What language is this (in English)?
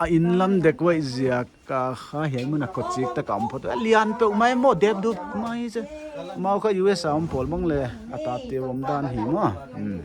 Paite Chin